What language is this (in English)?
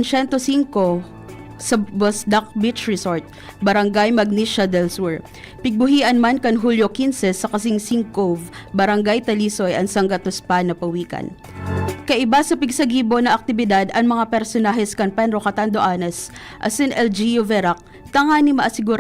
Bikol